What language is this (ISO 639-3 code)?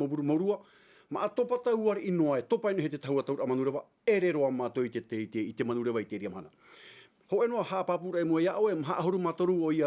tah